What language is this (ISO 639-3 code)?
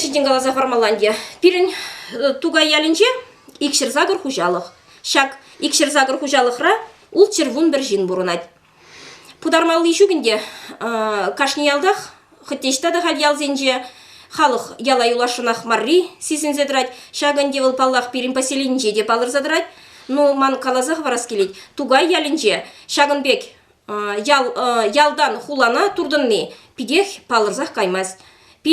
chv